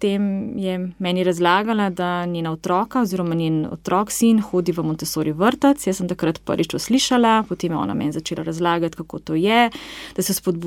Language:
Slovenian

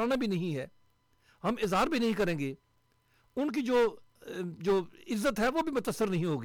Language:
Urdu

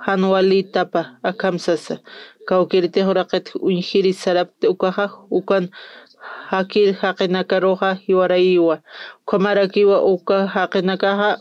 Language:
Aymara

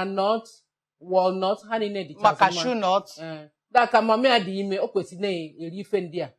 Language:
Igbo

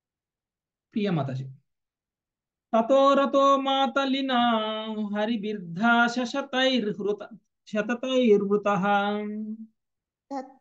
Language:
Telugu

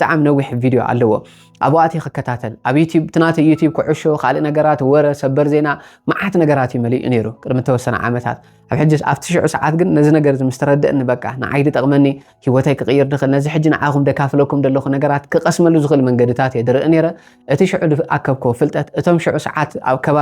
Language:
Tigrinya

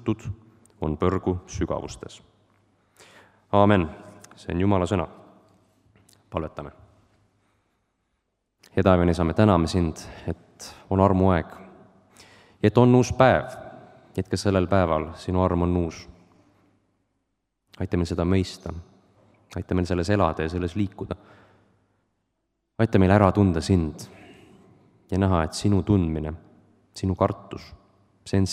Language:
Estonian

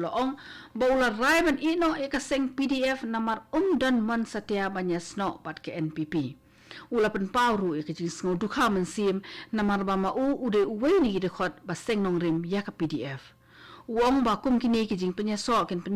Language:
Khasi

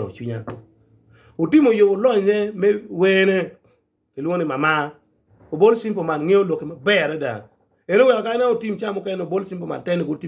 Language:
Acoli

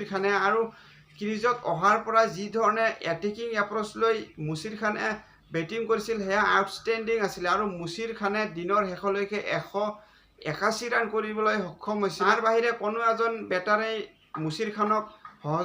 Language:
Assamese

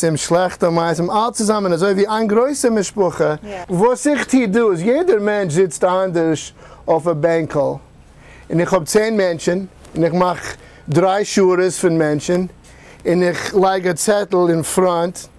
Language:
Yiddish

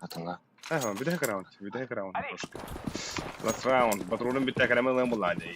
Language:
Yakut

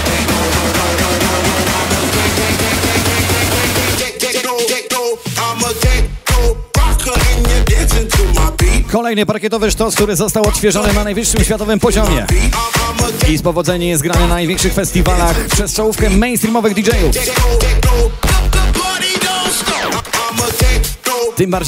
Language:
Polish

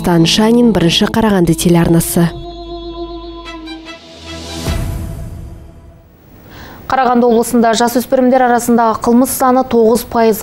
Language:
Kazakh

